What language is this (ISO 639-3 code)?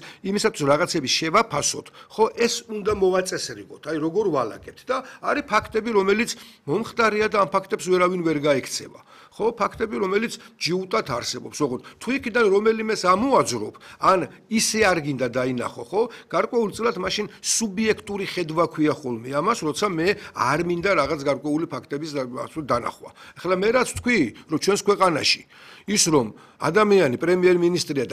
kat